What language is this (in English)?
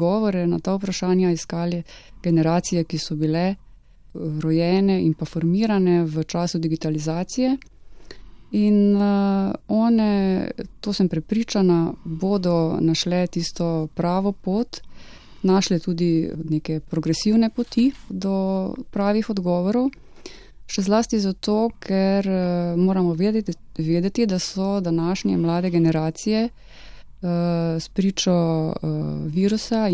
Slovenian